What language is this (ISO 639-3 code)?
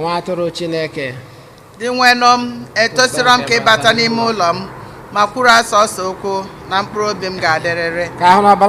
ibo